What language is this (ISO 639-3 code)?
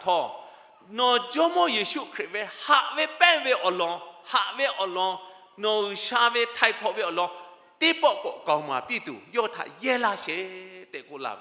lhu